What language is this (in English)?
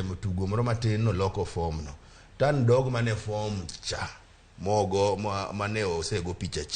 Luo (Kenya and Tanzania)